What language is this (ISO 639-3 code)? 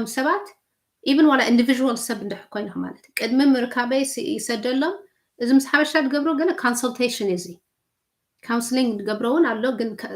tir